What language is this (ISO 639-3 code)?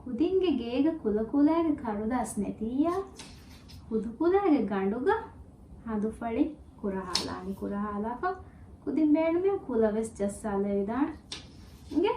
div